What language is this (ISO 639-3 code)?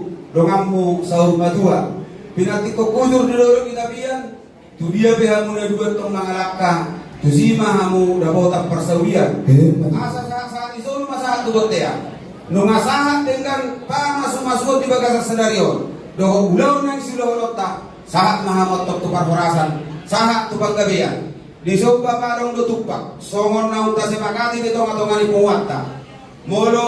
bbc